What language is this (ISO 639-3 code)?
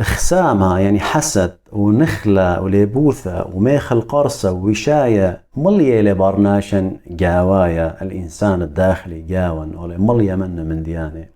aii